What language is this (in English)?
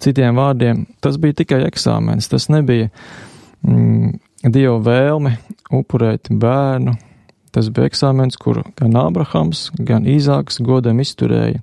Latvian